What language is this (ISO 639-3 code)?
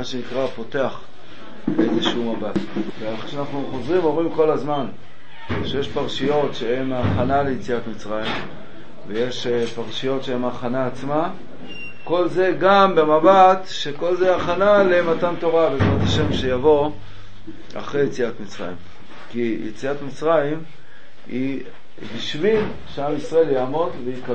heb